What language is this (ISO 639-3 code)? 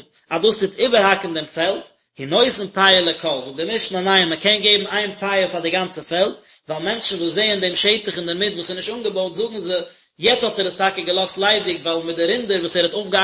yid